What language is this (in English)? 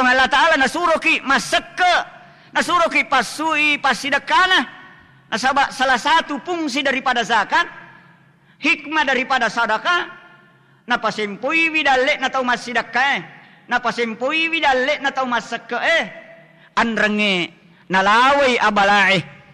Buginese